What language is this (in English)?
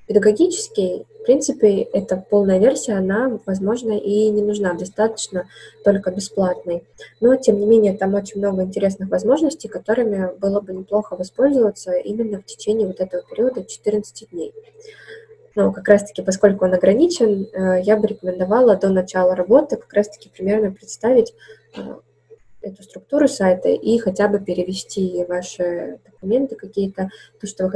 Russian